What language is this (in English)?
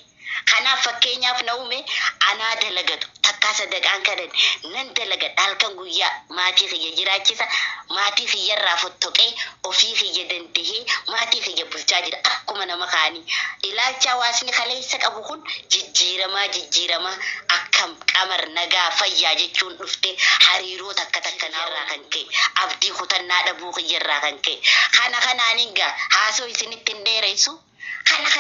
Oromo